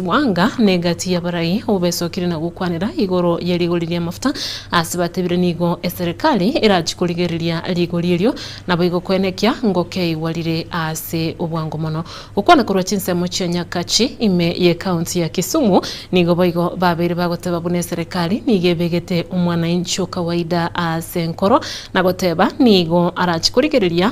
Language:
Gusii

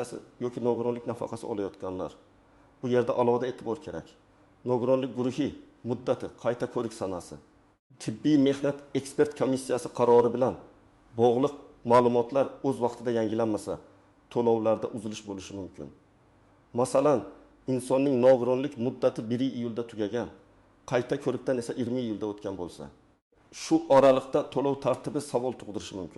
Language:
Uzbek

